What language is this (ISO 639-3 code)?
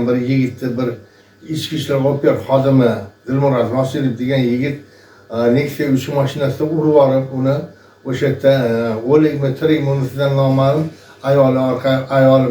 uzb